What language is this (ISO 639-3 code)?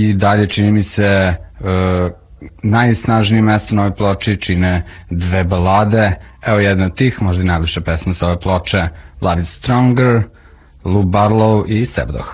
srp